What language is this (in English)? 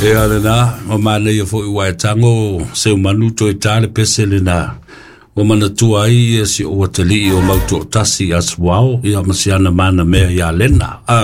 Samoan